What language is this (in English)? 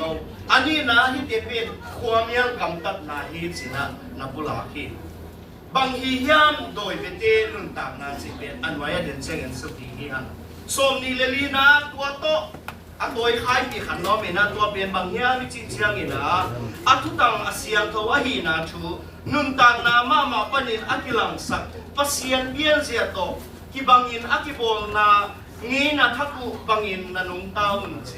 Tedim Chin